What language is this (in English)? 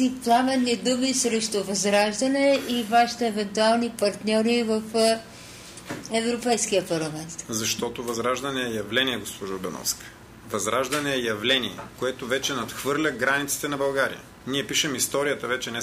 Bulgarian